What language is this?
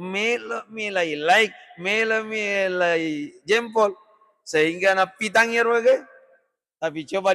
Buginese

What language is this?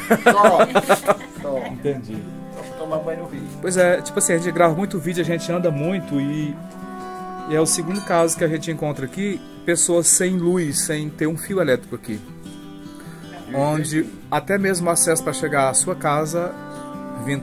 Portuguese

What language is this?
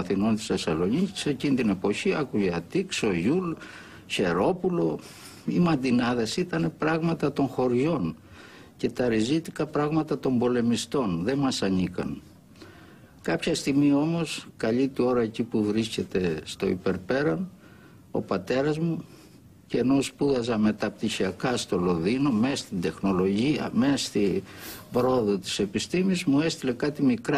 Greek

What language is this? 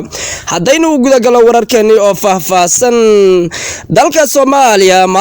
Somali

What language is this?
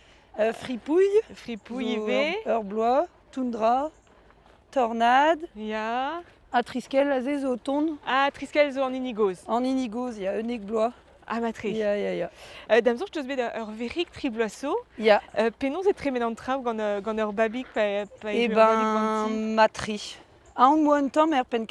Breton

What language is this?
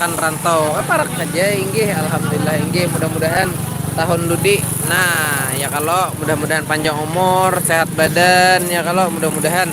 Banjar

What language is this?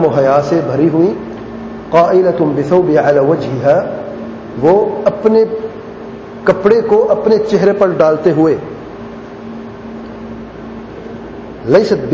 Urdu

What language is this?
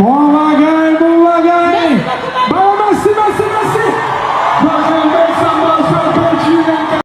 Haitian Creole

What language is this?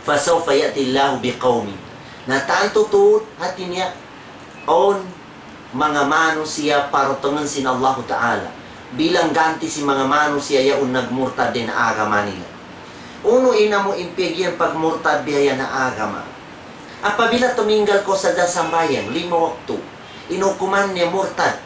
Tausug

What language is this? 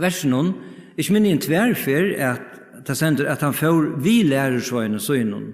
Faroese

